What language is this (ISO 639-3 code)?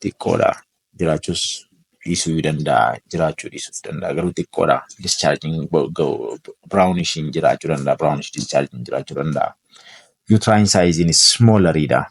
orm